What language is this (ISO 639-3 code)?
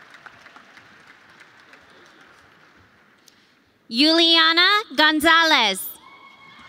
eng